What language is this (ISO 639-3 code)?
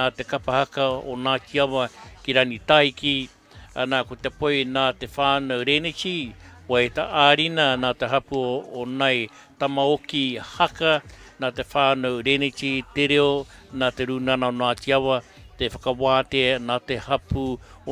mri